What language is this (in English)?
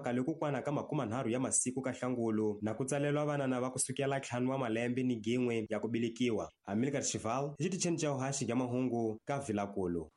Tsonga